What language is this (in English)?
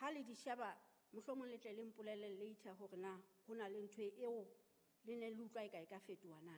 Southern Sotho